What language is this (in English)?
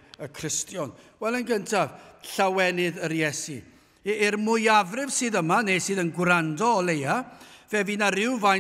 Welsh